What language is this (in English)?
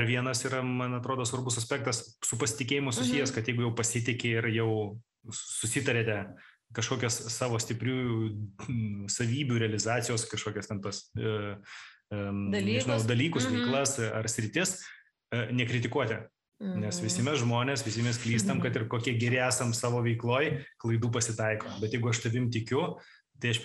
Lithuanian